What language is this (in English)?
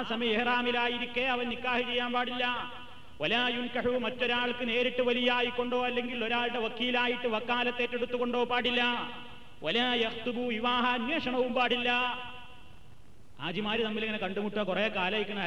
Malayalam